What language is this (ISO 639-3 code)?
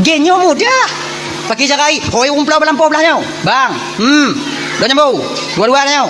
ace